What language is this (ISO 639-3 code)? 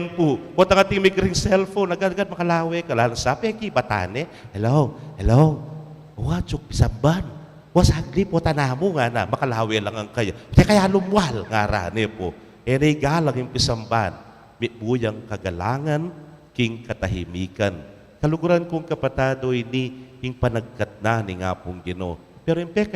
pam